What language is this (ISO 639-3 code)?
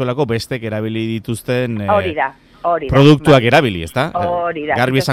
eus